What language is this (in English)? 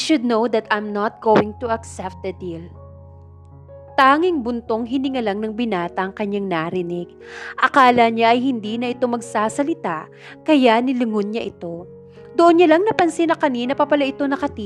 Filipino